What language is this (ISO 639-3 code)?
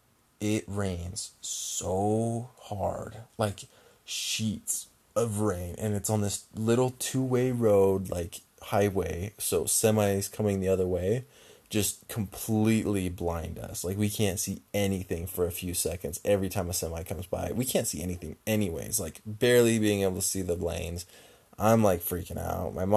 eng